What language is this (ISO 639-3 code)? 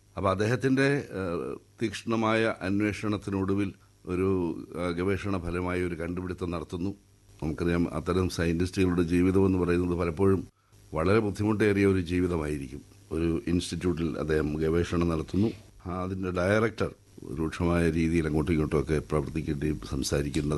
mal